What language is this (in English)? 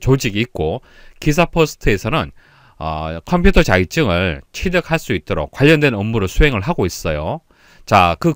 Korean